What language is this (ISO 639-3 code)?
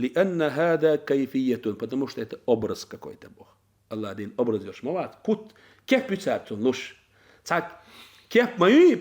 che